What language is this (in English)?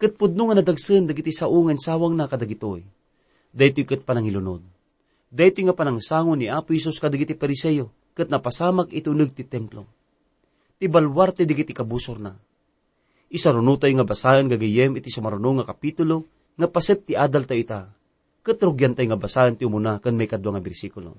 Iloko